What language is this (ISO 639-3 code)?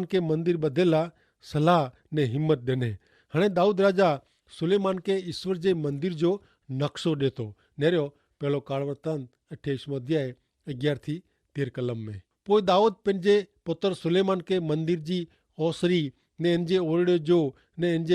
kfr